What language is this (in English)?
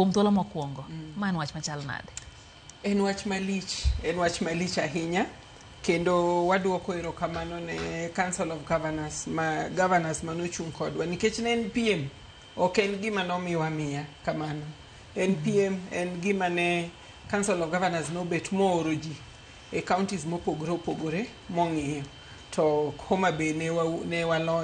Luo (Kenya and Tanzania)